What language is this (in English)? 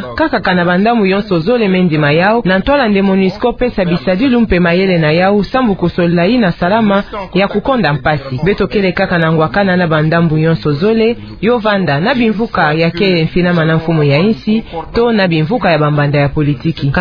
Kituba (Democratic Republic of Congo)